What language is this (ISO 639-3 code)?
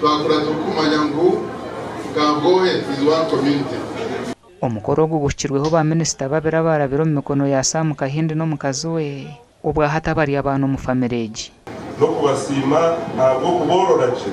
nyn